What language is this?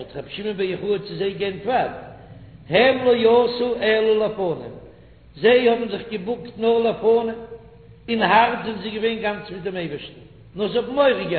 Yiddish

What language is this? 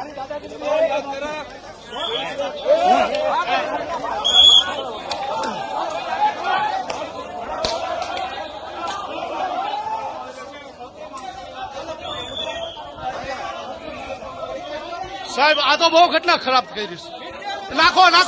Gujarati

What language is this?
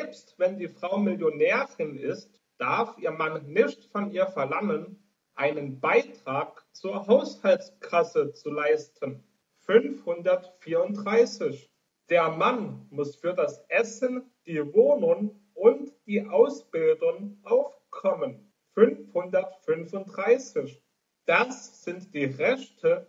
German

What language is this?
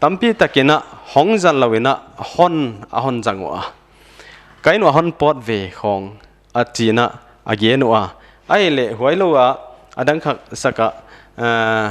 Paite Chin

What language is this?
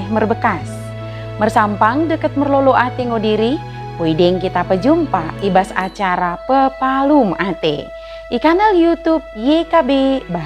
Batak Dairi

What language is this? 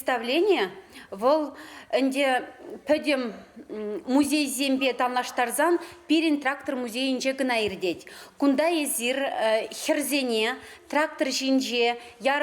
Chuvash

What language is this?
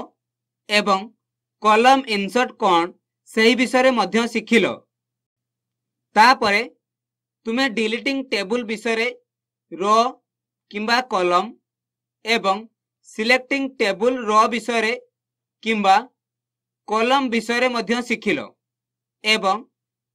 Odia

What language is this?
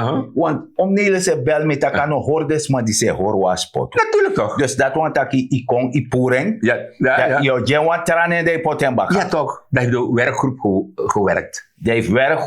Sranan Tongo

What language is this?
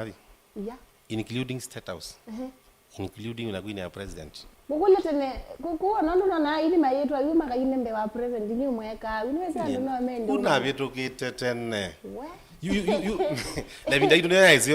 Kamba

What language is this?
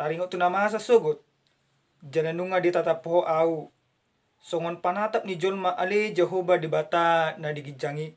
Batak Toba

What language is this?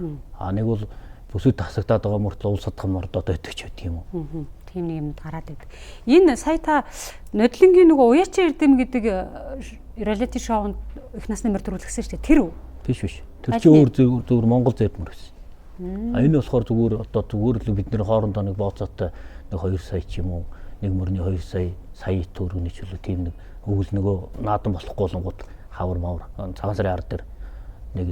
Mongolian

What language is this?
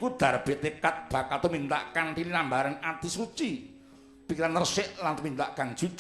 Javanese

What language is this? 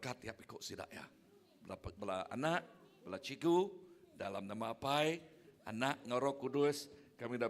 Iban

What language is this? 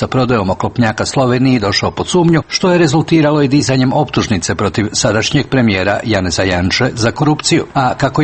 Croatian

